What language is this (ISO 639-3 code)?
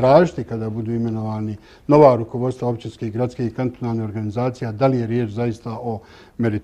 bos